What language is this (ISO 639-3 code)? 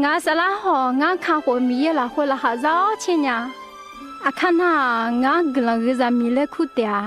ahk